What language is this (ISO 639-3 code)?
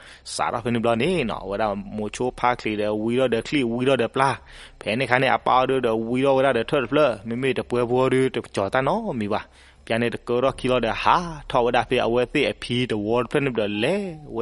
ksw